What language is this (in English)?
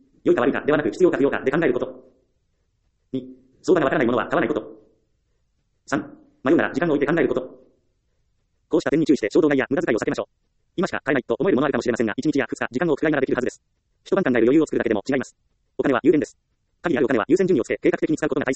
Japanese